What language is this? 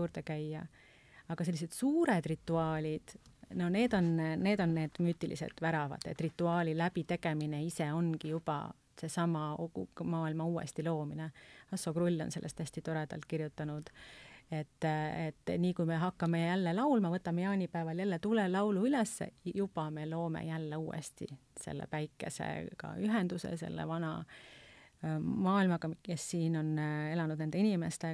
Estonian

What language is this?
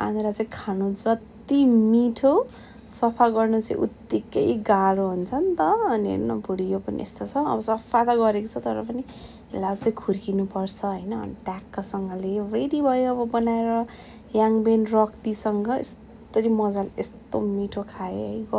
Nepali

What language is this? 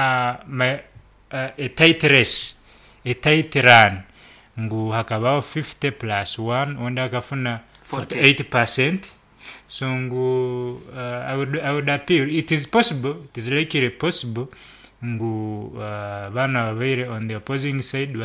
Nyoro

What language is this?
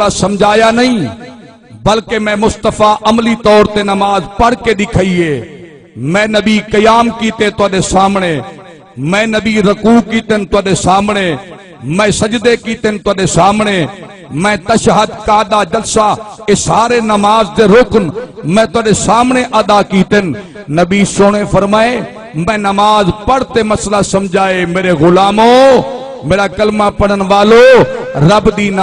Saraiki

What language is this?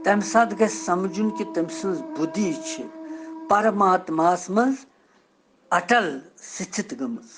Kashmiri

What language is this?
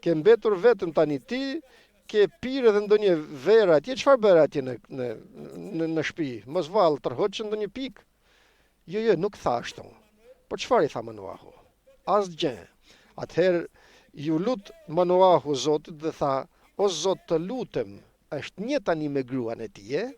Albanian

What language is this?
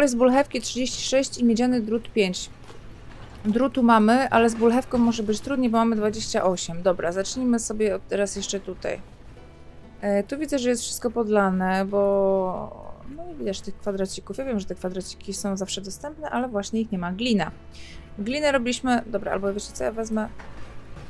Polish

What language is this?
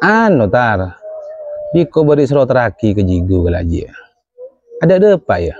Madurese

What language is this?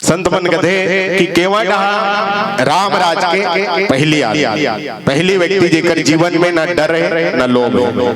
Chhattisgarhi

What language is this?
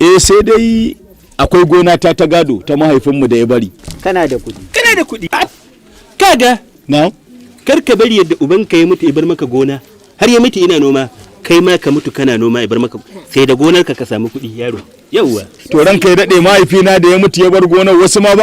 Hausa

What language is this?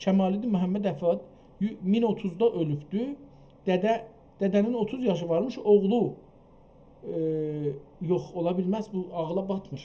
South Azerbaijani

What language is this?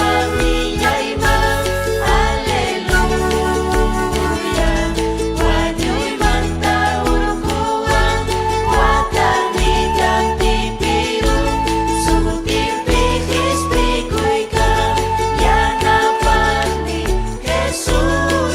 Ayacucho Quechua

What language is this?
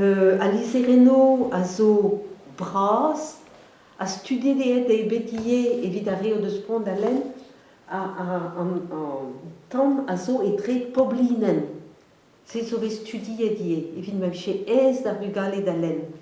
Breton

